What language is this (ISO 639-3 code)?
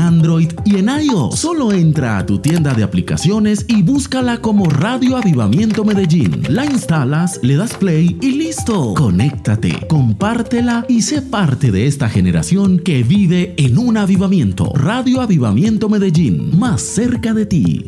spa